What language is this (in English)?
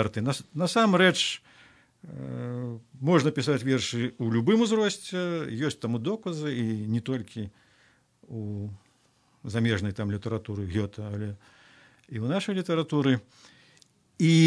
Belarusian